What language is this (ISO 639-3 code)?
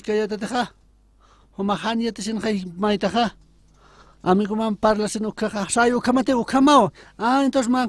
aym